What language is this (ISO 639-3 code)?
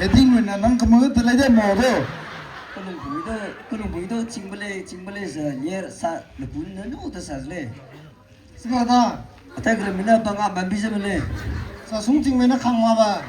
nma